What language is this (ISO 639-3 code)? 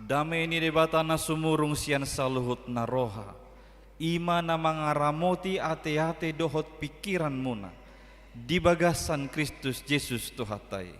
bbc